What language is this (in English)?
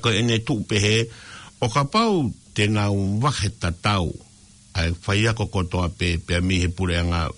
Tongan